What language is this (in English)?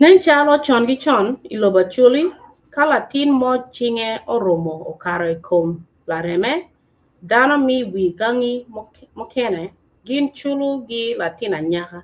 Acoli